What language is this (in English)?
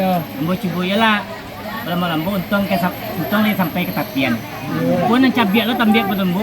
Minangkabau